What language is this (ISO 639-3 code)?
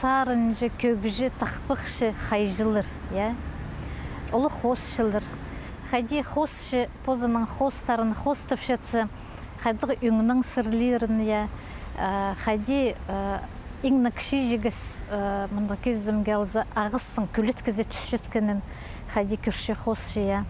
kjh